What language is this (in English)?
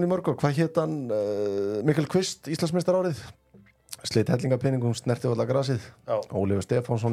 Icelandic